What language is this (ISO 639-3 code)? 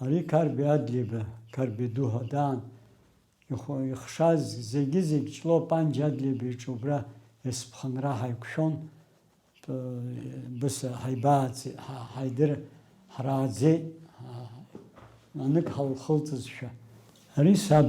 abk